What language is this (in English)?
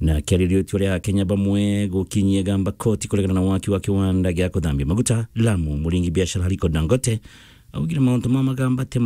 Meru